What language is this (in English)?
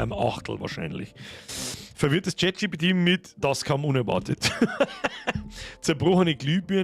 Bavarian